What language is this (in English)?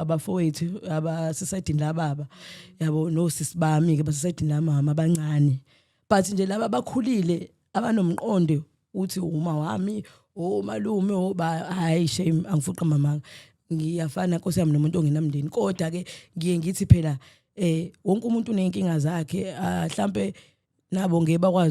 Zulu